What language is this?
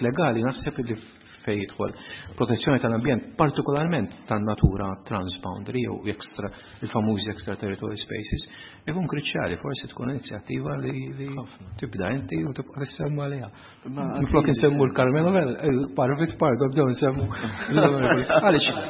Maltese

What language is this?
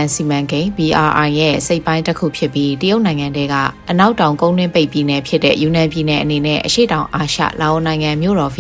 Burmese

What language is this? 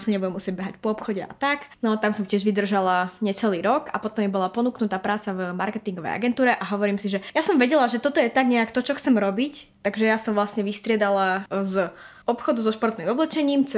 Slovak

